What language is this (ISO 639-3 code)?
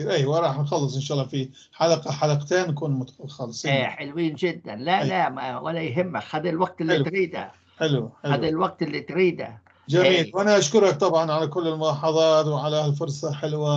apc